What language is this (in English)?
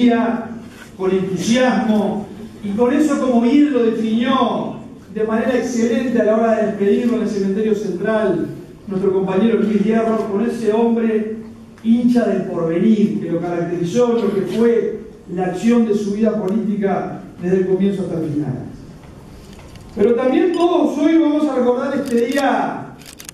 Spanish